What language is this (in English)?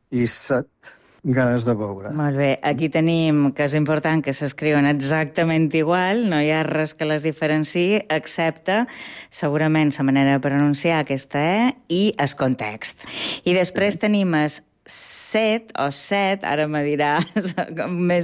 Catalan